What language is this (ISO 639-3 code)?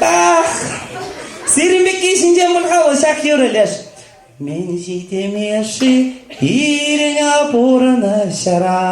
chv